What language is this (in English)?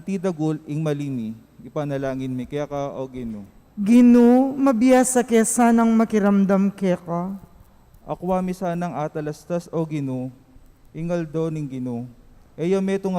Pampanga